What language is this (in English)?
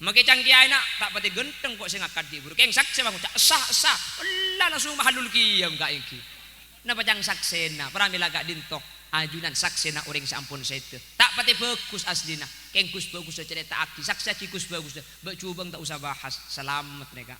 Madurese